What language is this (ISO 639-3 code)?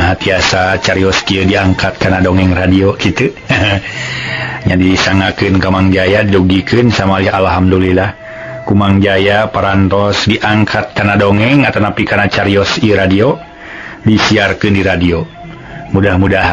sun